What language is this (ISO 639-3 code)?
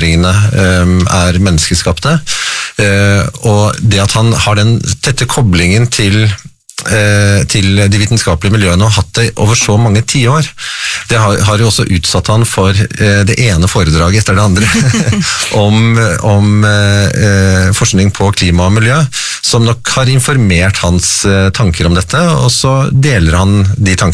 nor